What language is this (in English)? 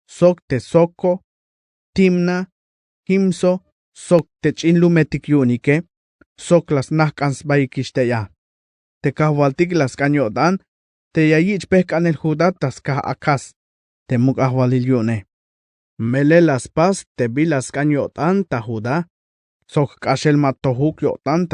Tzeltal